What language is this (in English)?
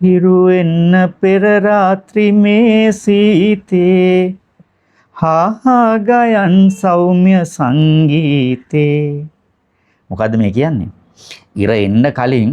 Sinhala